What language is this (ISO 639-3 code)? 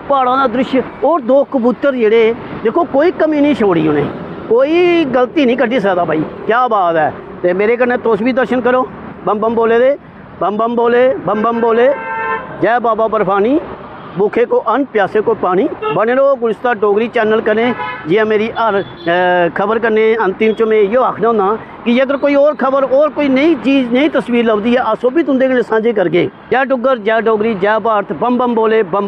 doi